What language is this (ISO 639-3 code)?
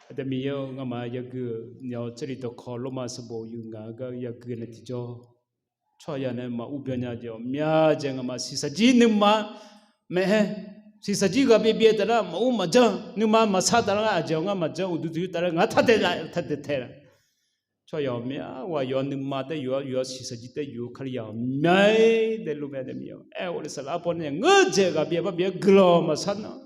ahk